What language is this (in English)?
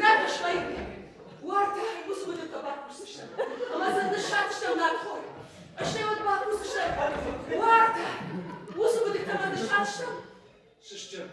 Ossetic